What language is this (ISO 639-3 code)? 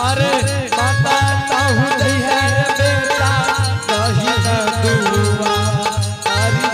anp